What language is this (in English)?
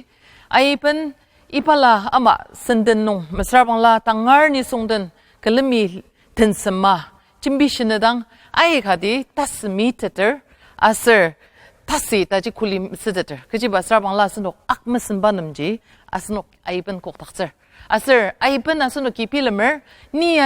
Ao Naga